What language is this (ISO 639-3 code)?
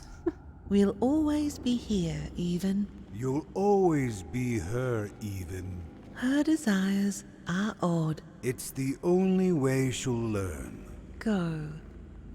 gsw